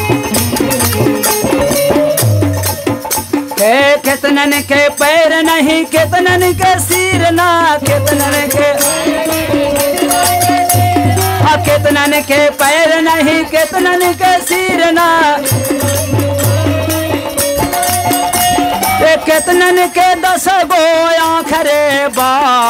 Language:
Bhojpuri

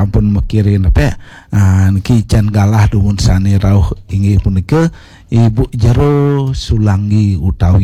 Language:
Balinese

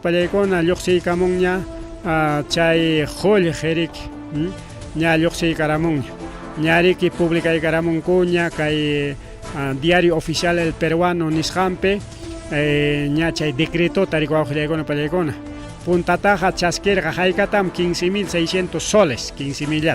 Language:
Ayacucho Quechua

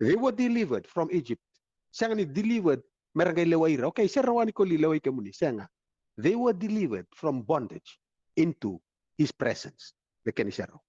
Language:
Fijian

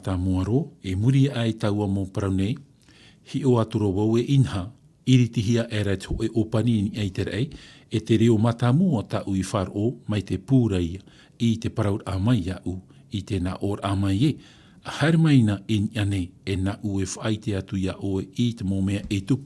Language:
Tahitian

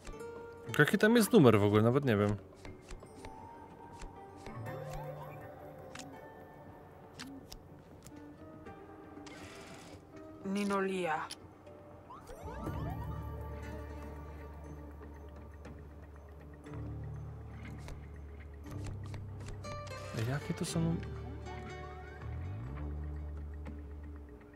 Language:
Polish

